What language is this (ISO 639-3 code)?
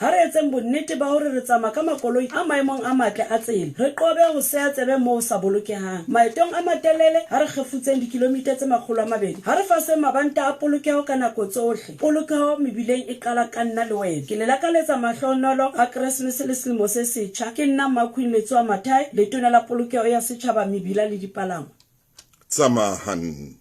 sot